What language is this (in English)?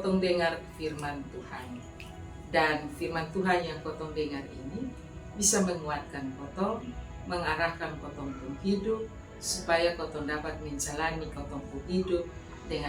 Kupang Malay